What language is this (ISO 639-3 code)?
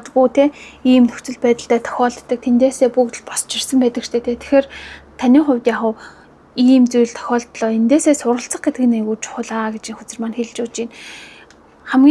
mon